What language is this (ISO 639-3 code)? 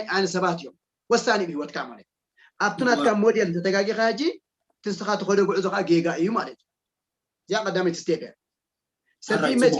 tir